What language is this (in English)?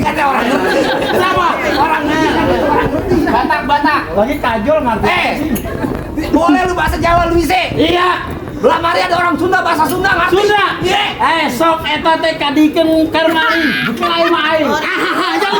Betawi